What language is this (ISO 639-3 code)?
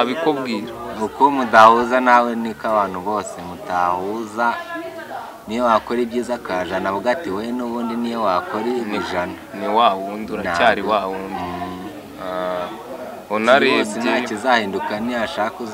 kin